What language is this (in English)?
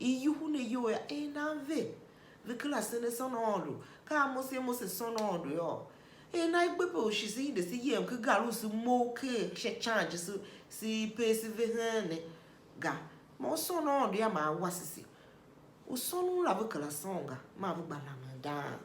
Tiv